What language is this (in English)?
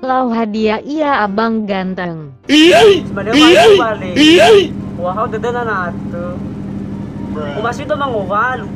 Nias